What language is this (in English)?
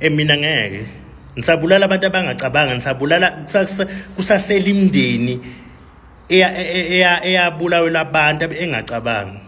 Zulu